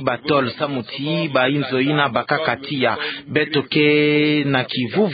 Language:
Kituba (Democratic Republic of Congo)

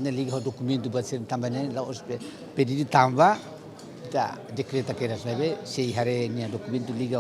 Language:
Tetum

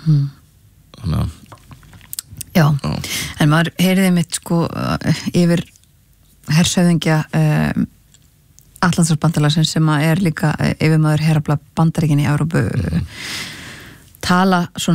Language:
Icelandic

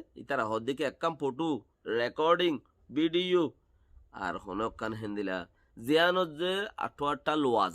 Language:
Rohingya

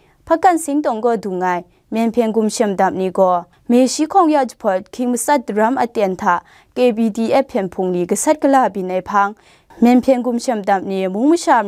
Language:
Kachin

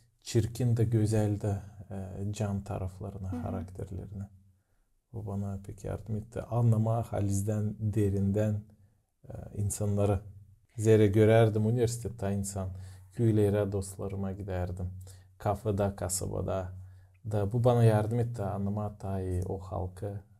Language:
Gagauz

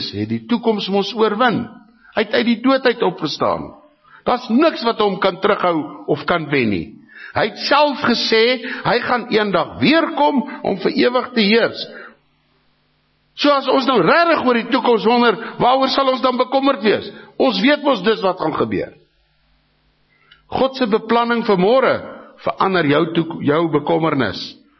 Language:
Afrikaans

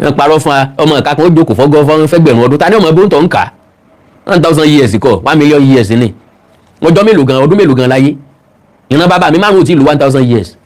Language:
Yoruba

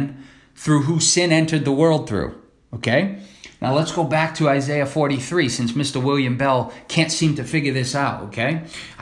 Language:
English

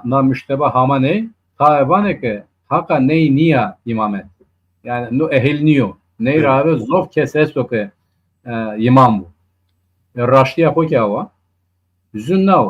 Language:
Zaza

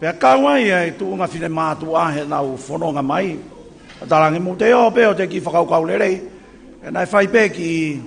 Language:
Tongan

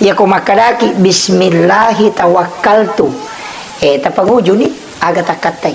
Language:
Buginese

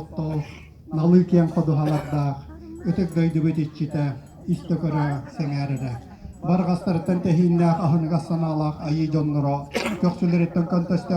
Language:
Yakut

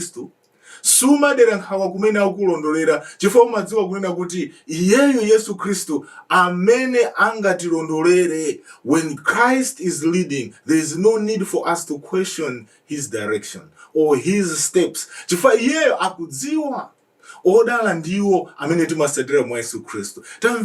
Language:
Nyanja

